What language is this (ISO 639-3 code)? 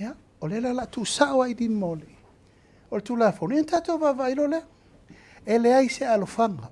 smo